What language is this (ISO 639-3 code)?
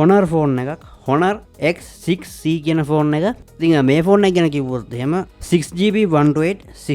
sin